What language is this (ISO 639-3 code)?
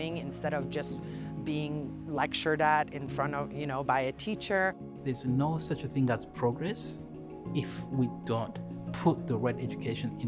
eng